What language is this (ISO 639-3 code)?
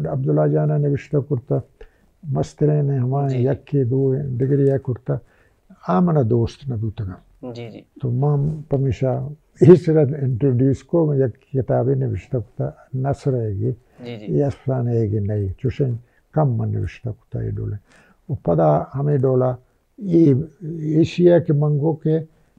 bal